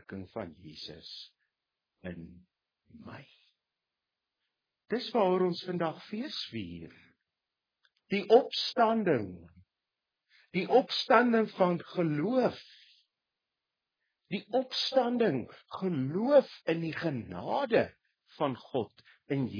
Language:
Afrikaans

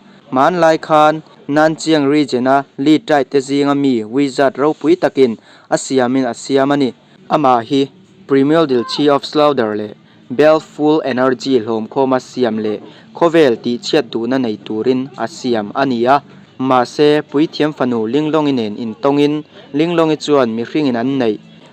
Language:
Mizo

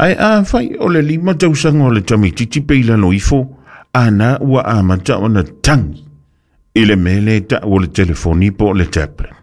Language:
Samoan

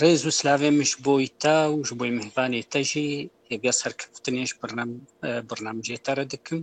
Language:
Kurdish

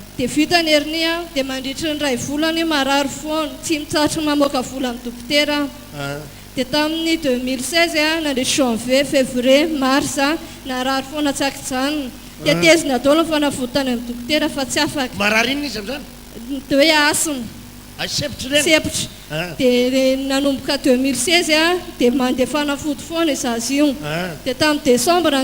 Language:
Malagasy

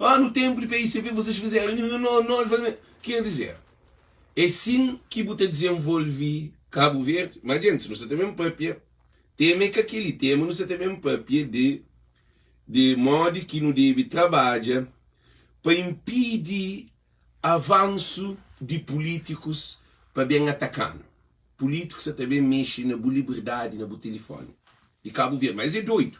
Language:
Kabuverdianu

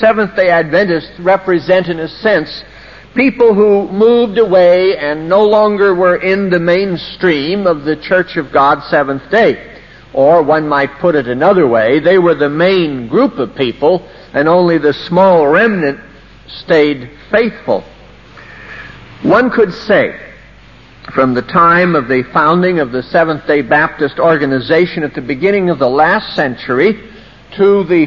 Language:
English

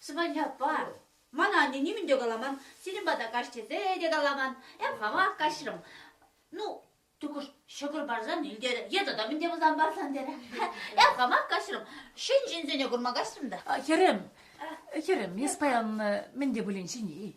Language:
Chuvash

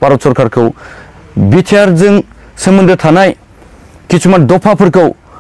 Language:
Bodo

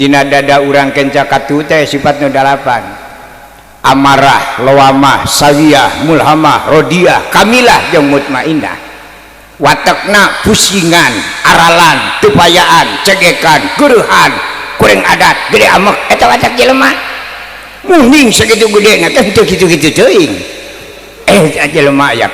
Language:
Sundanese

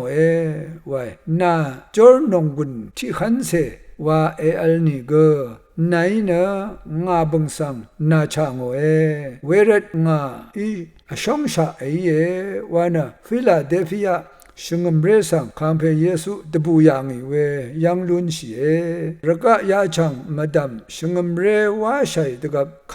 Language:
Rawang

